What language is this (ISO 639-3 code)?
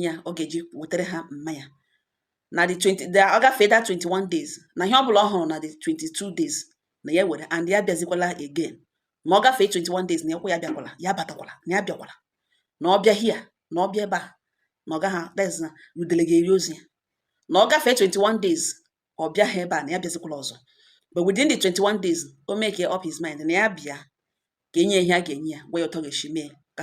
ibo